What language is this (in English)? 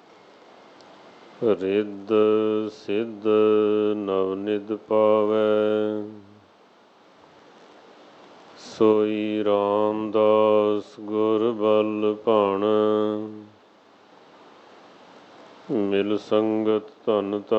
Punjabi